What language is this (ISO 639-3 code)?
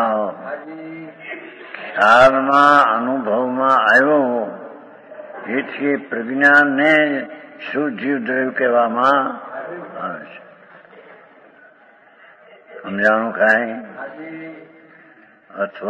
guj